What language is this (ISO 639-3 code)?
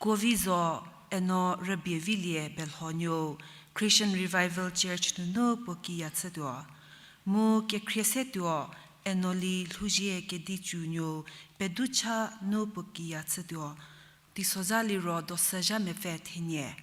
njm